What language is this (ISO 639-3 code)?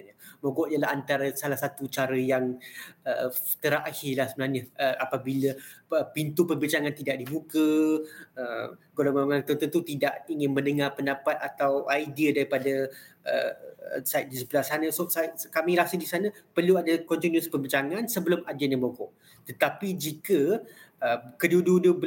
msa